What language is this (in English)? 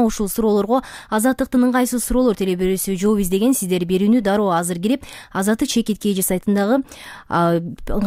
Kyrgyz